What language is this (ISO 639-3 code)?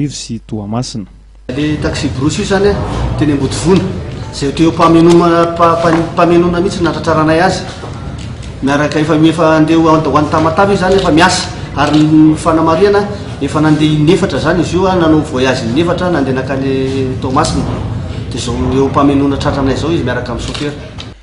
mlg